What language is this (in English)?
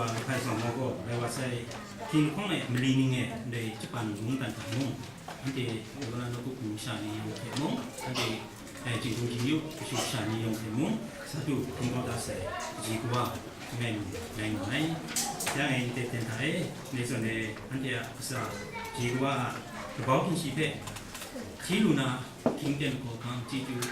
Kachin